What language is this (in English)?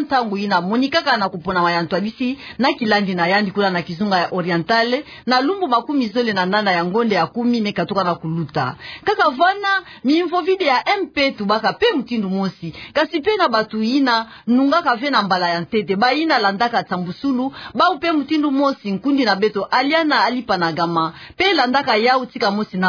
Kituba (Democratic Republic of Congo)